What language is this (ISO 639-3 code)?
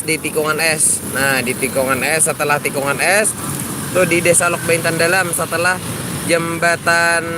bjn